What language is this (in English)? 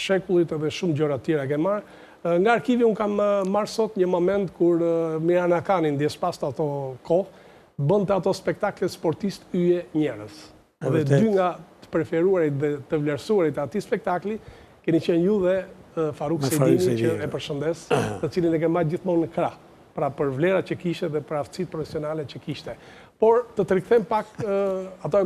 Albanian